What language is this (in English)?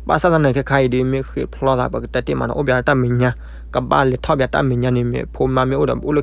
S'gaw Karen